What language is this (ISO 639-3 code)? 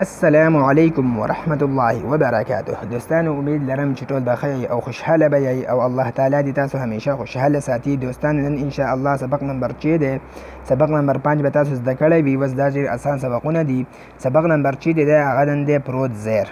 pus